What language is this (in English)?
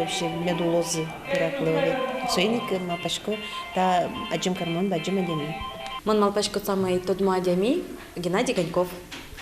Udmurt